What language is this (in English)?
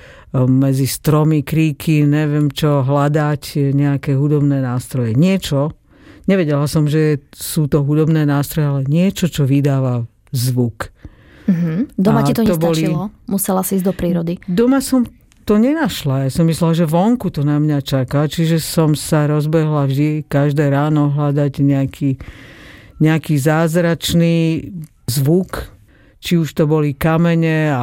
Slovak